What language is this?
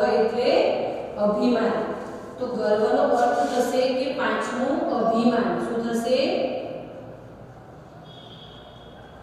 Gujarati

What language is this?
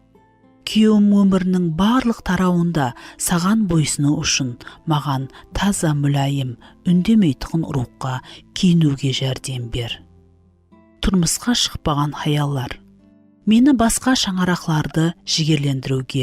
Kara-Kalpak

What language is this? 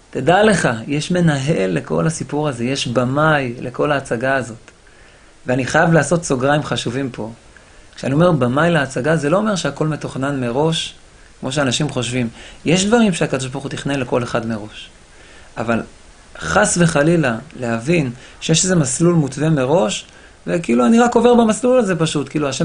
Hebrew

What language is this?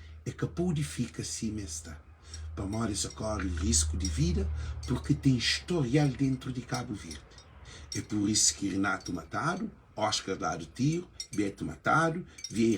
Kabuverdianu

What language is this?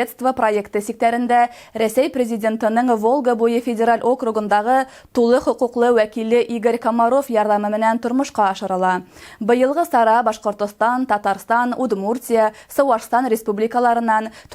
Bashkir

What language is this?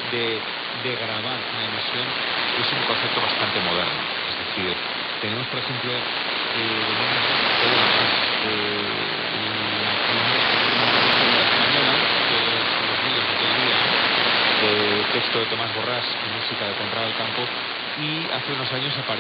Spanish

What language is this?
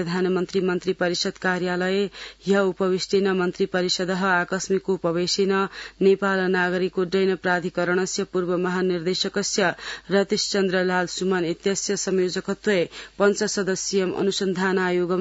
Sanskrit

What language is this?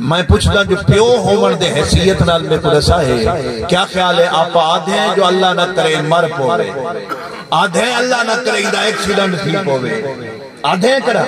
Saraiki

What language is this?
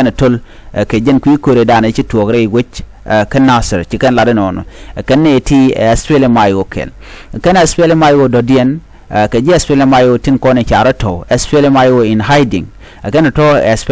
Nuer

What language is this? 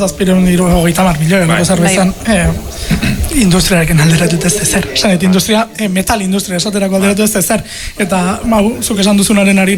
Basque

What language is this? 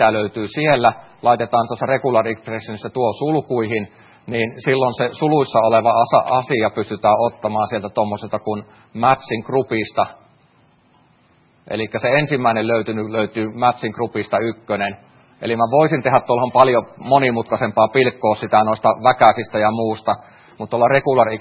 Finnish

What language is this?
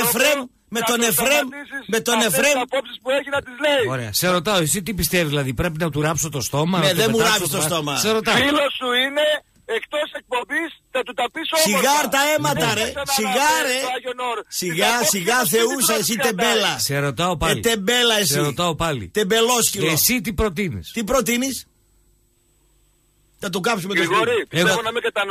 Greek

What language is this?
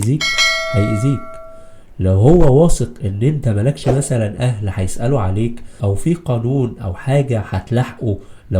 Egyptian Arabic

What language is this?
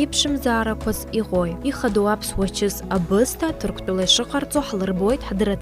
Abkhazian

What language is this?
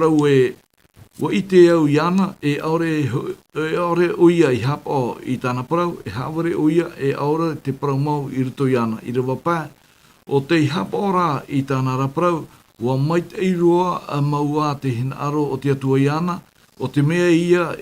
Tahitian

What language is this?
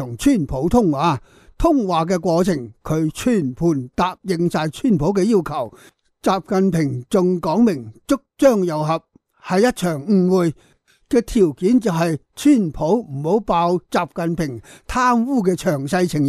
Cantonese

